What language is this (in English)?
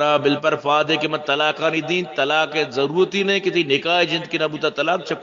Eastern Balochi